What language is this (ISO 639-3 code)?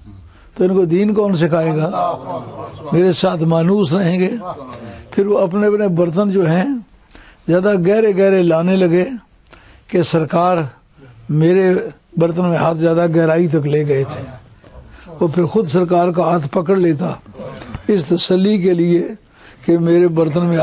urd